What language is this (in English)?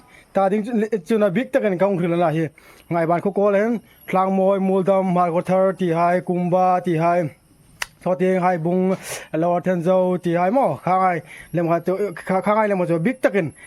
Hmar